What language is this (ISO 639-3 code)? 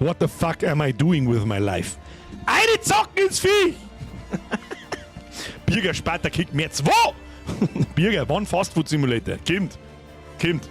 bar